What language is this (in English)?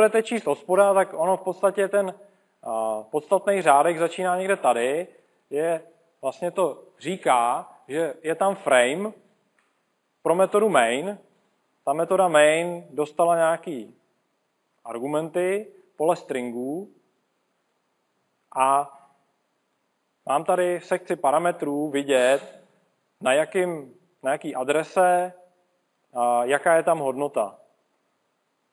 Czech